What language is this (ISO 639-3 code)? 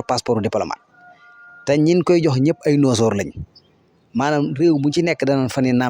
wol